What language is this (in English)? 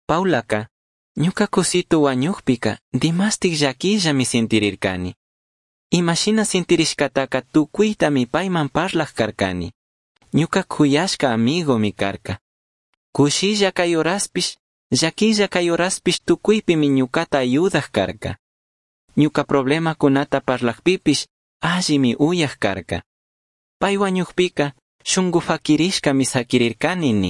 Chimborazo Highland Quichua